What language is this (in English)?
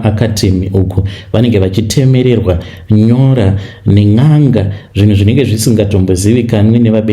Shona